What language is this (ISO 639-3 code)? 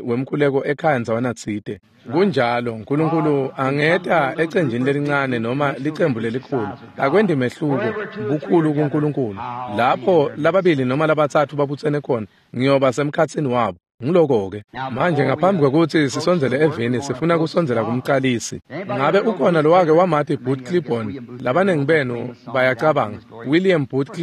ssw